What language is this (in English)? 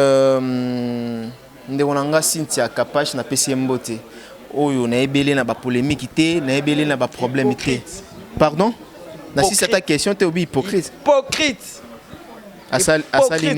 Lingala